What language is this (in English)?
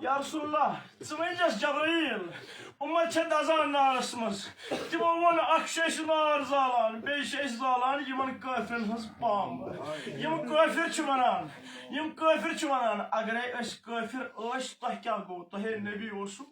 Kashmiri